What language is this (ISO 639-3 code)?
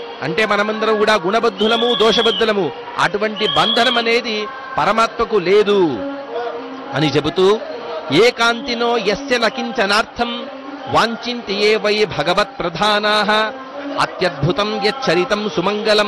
tel